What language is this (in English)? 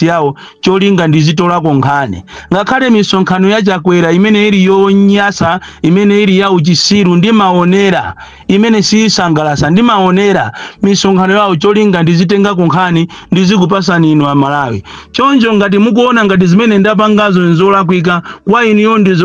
Nyanja